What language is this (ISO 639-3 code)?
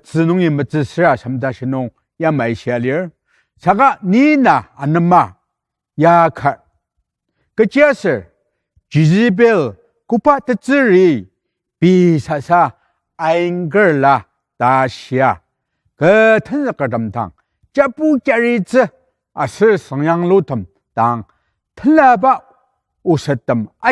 njo